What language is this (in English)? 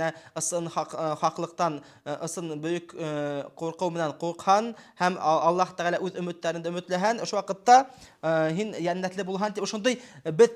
Bashkir